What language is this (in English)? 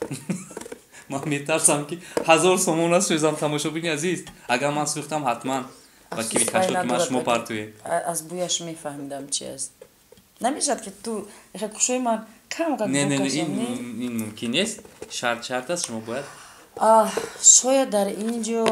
Tajik